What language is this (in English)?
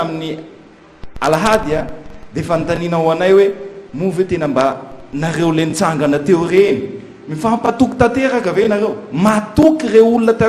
Malagasy